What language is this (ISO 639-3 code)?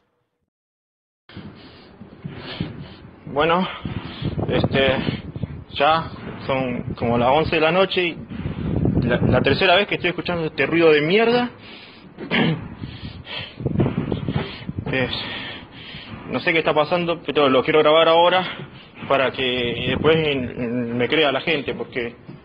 spa